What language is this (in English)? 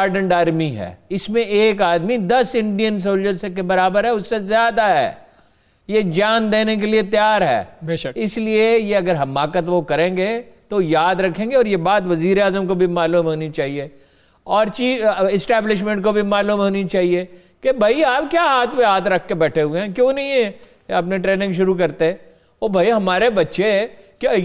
Urdu